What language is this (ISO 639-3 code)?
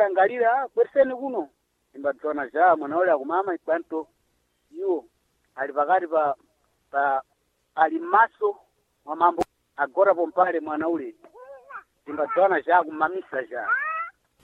seh